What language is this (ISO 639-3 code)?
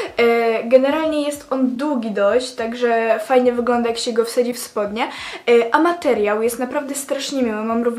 pol